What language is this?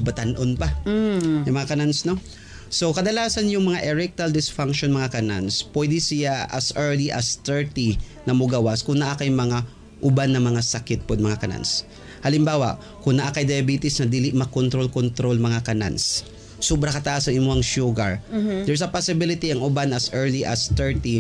Cebuano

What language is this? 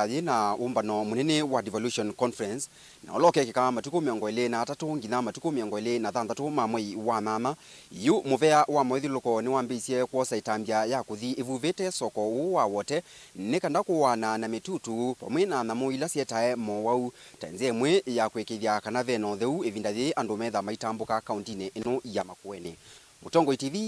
Kamba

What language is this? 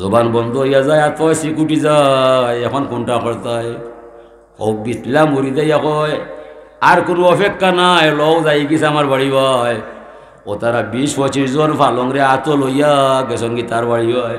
Sylheti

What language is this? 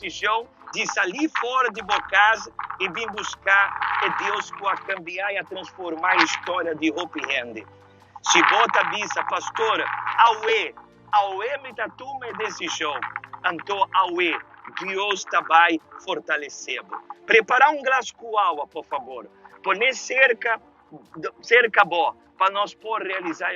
Papiamento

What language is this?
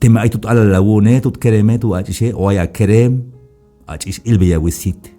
Tzeltal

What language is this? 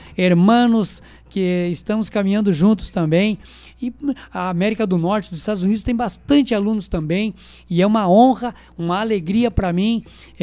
Portuguese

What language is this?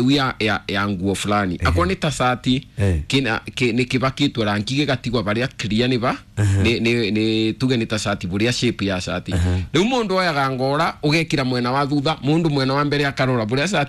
Kikuyu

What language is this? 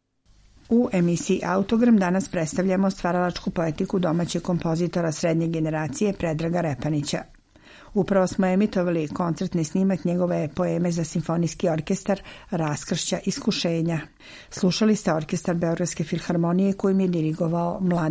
Serbian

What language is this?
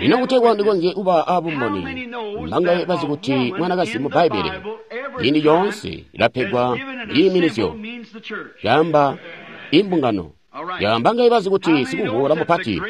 Tonga (Zambia)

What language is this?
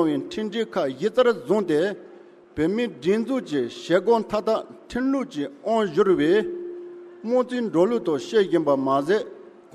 Tibetan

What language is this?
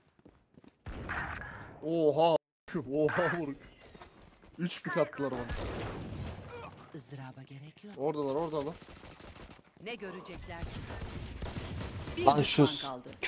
Turkish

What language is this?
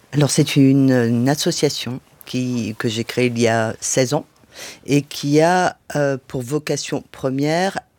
French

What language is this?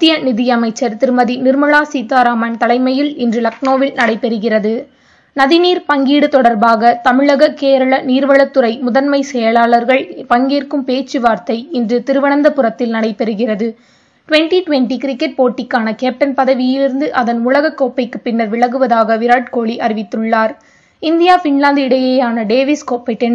Tamil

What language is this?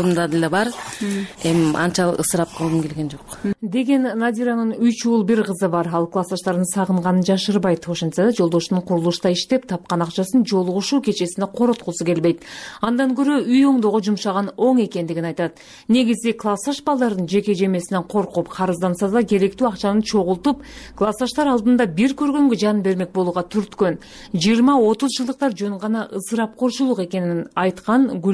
Kyrgyz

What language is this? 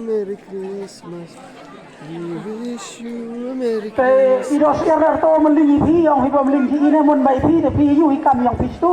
Khasi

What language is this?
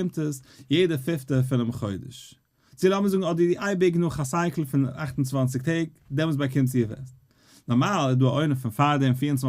Yiddish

